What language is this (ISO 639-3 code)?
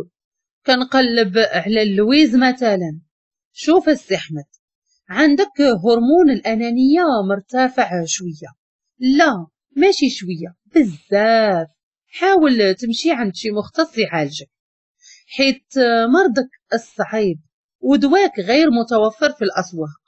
ary